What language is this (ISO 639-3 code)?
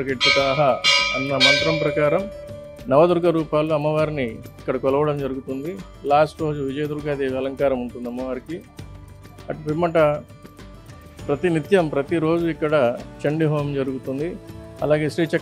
tel